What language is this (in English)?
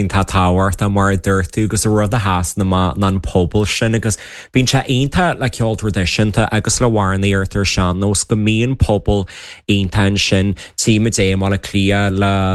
Irish